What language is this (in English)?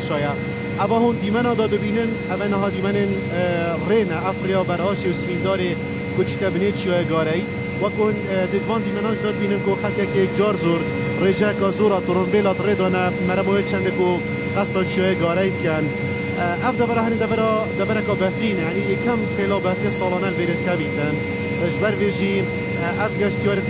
Kurdish